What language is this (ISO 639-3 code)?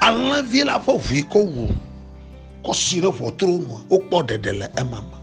ewe